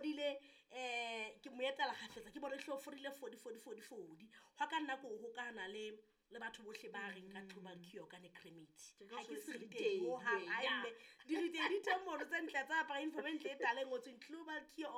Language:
Southern Sotho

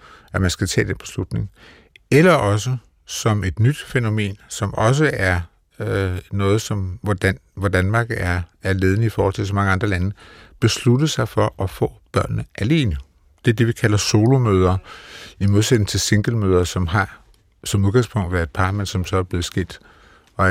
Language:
Danish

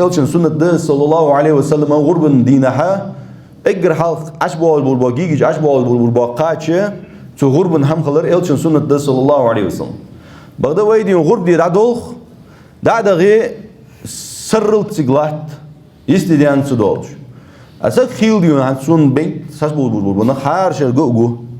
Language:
Ingush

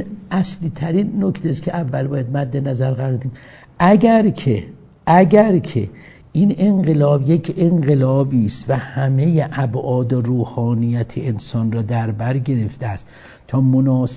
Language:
Persian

